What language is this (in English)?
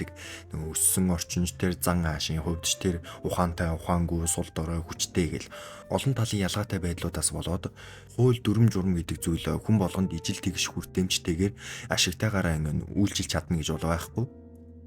Mongolian